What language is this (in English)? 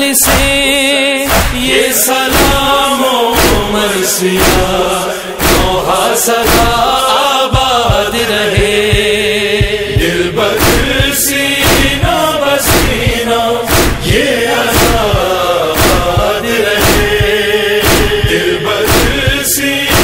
Urdu